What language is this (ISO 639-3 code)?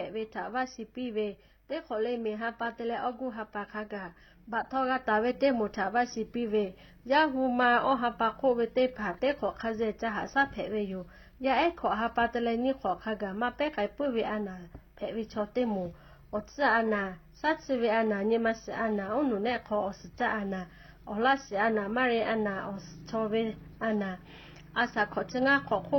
lhu